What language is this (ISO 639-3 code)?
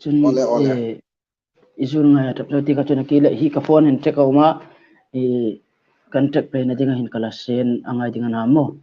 hmr